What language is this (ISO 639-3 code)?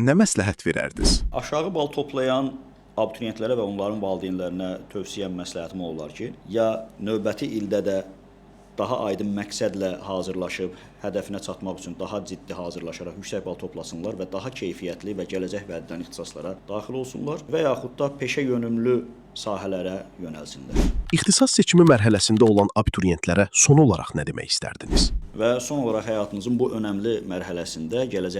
aze